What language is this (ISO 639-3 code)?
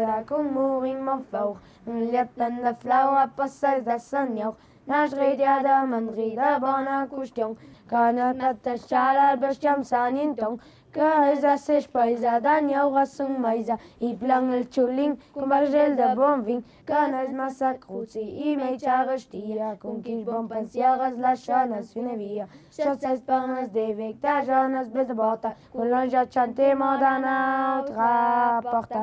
lld